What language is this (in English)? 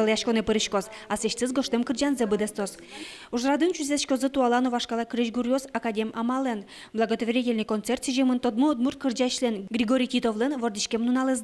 Udmurt